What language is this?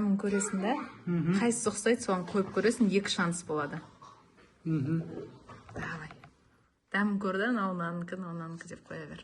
Kazakh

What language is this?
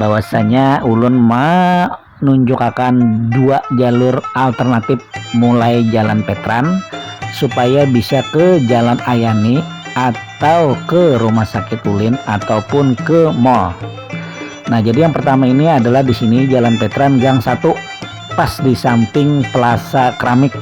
Banjar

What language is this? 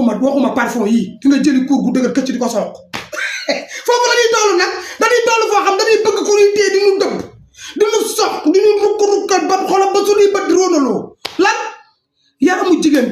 Wolof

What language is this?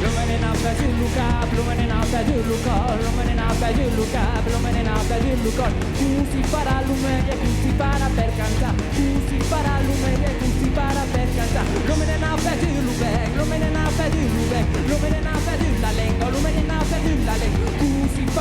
Occitan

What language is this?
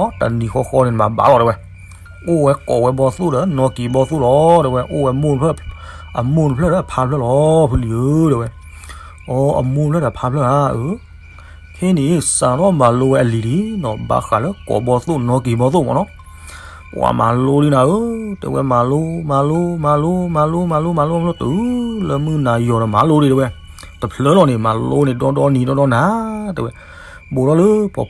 S'gaw Karen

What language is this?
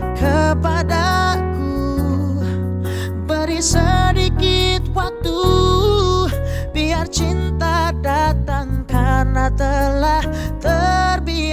Indonesian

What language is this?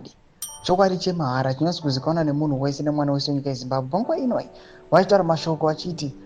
Shona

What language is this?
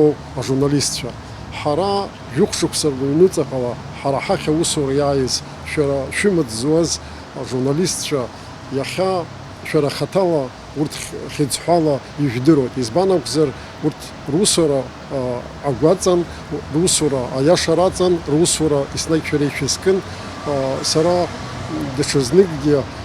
Abkhazian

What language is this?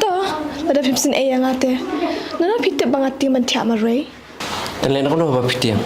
Khasi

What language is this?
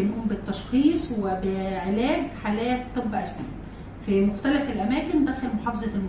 Egyptian Arabic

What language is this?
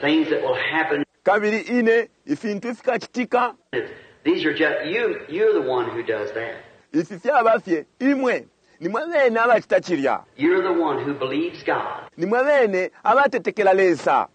Bemba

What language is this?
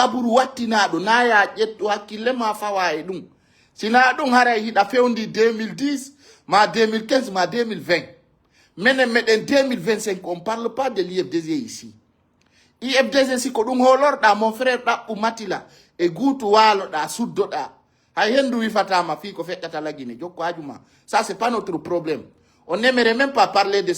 Fula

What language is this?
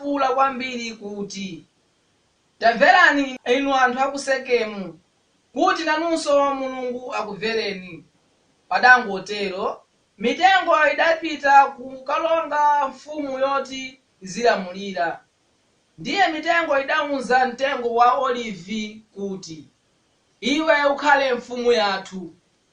Nyanja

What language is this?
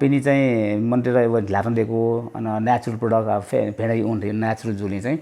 Newari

